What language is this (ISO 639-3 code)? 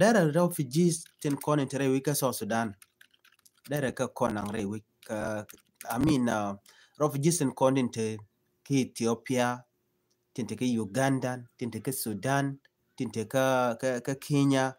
nus